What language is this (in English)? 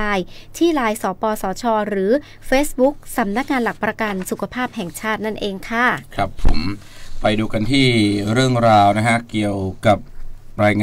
Thai